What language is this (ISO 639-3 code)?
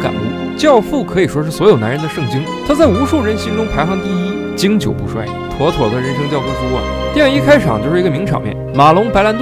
zho